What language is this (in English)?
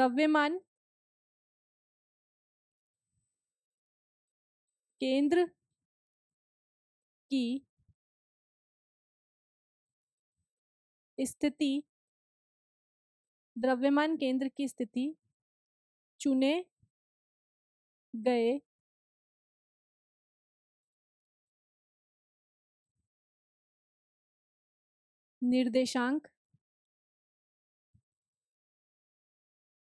Hindi